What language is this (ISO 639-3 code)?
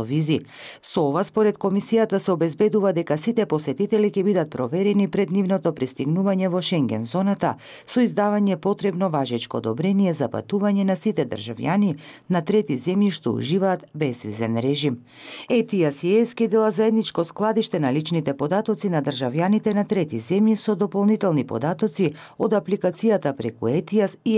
mkd